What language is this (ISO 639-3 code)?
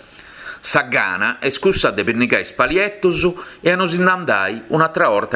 srd